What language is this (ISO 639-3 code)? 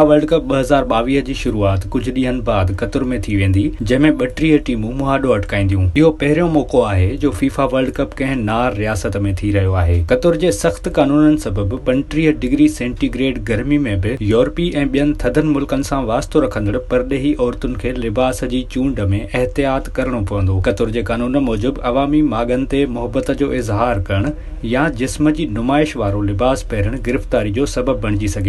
snd